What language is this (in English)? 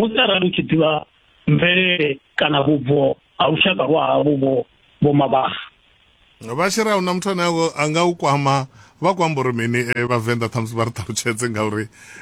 Venda